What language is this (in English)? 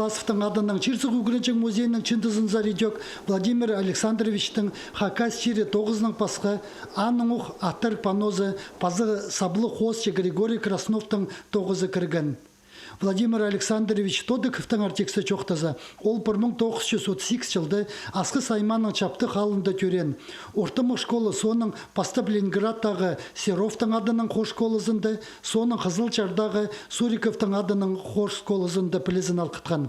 Khakas